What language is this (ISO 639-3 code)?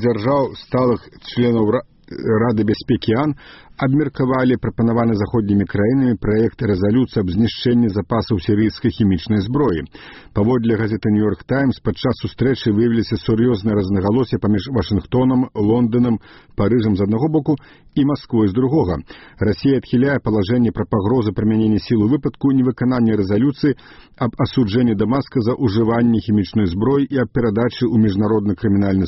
bel